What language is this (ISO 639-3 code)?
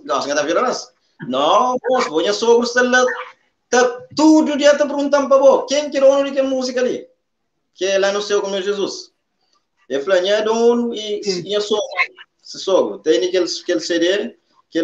kea